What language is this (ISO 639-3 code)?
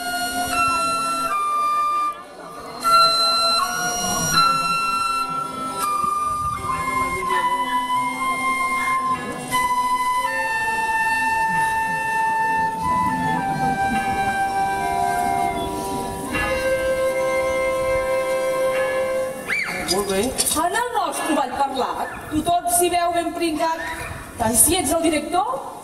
cat